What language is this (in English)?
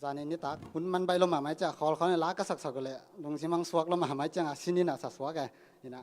Tedim Chin